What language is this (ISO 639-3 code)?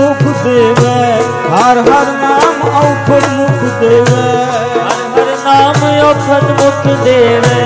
pan